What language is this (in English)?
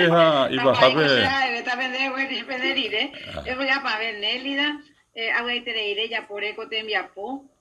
Guarani